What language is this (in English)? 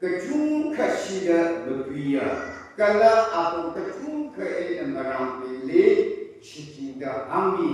Tangkhul Naga (India)